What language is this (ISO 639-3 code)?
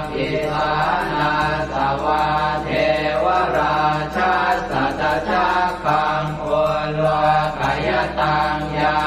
pli